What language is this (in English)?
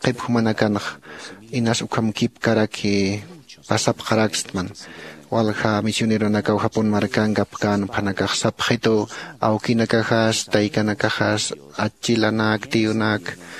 Aymara